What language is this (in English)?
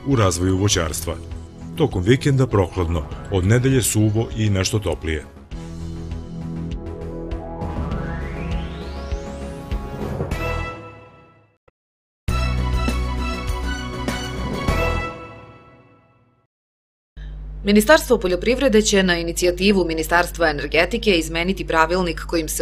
Serbian